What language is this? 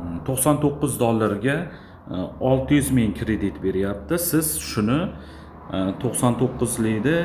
Uzbek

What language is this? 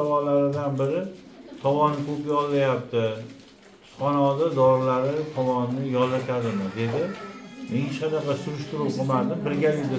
Uzbek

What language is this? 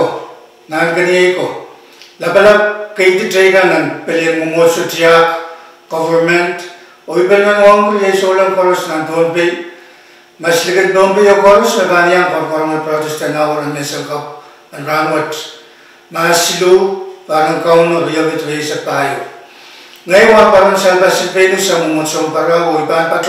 Pohnpeian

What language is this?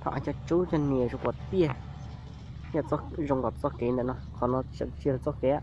Hmong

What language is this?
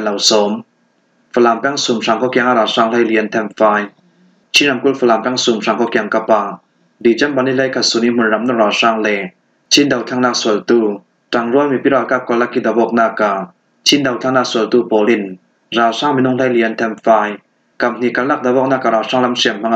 Falam Chin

